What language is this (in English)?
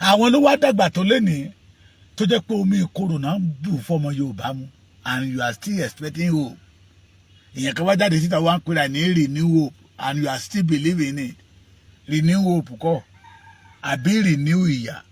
Yoruba